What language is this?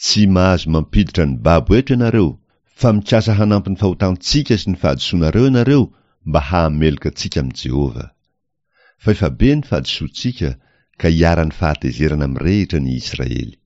Malagasy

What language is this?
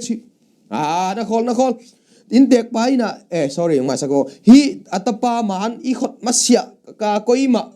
Tedim Chin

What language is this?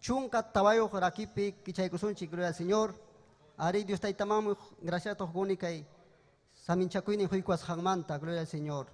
Ayacucho Quechua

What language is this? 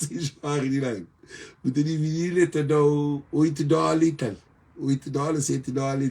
Kabuverdianu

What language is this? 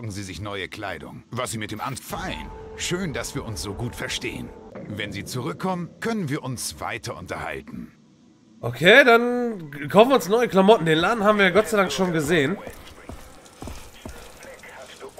German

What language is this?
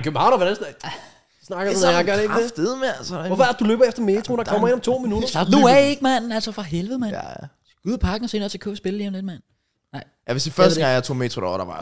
Danish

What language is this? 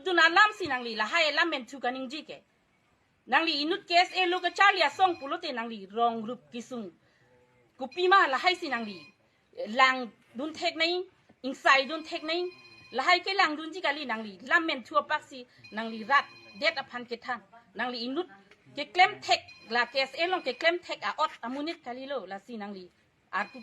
Karbi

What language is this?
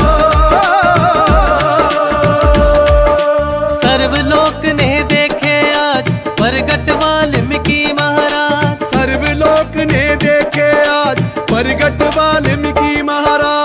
Hindi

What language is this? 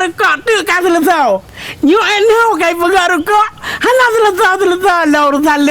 Achinese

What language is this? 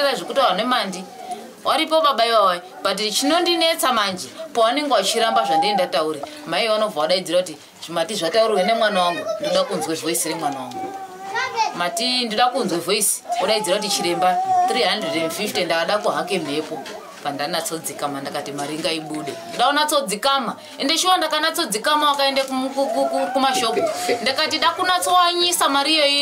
Shona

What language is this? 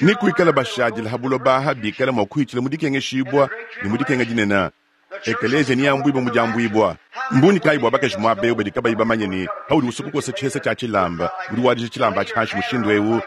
Luba-Lulua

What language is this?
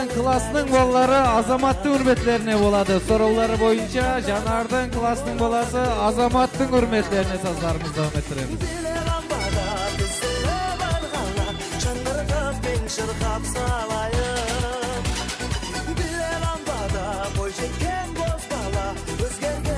Kara-Kalpak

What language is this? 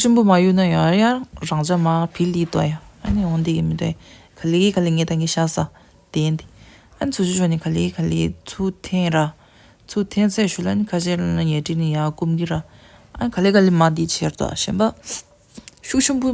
Tibetan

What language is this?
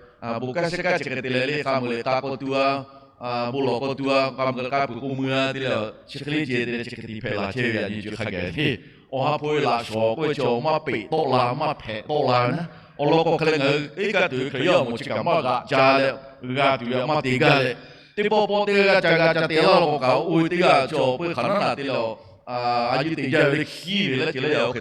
Lahu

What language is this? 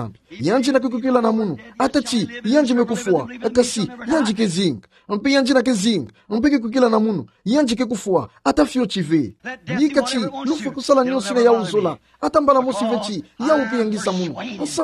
Kituba (Democratic Republic of Congo)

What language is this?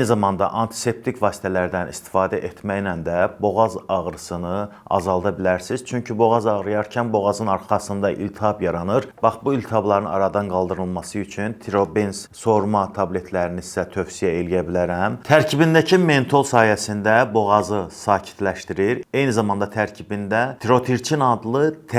Azerbaijani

